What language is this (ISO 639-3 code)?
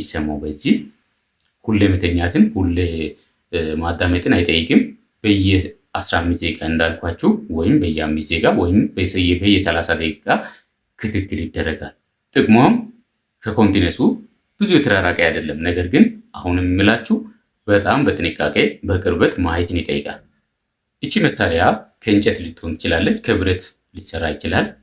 amh